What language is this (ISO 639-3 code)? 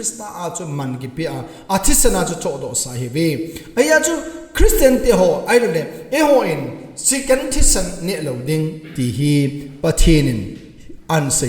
tcz